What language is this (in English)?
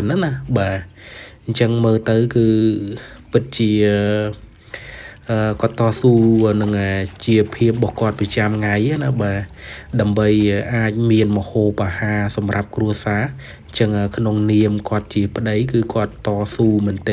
Khmer